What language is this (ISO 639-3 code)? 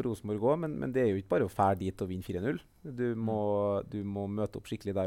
nor